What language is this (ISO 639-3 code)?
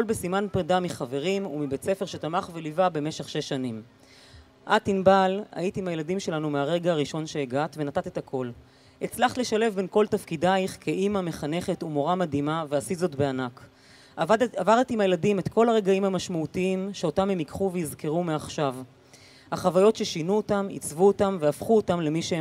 heb